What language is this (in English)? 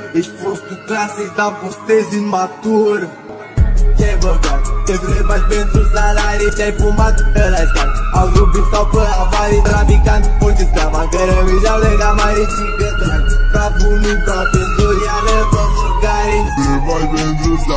Romanian